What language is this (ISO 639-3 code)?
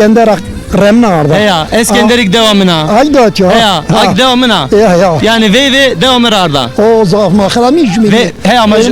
zza